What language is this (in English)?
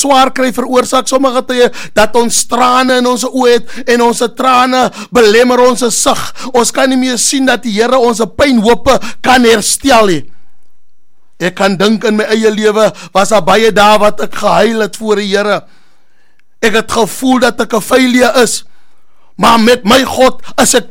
Afrikaans